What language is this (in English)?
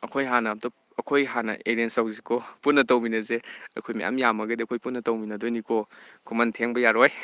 Manipuri